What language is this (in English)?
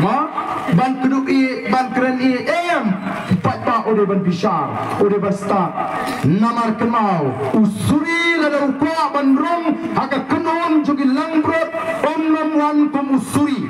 Khasi